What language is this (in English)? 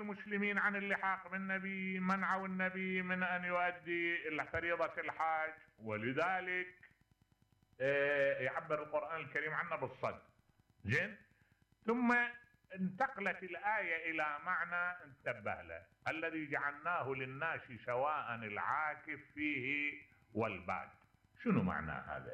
Mesopotamian Arabic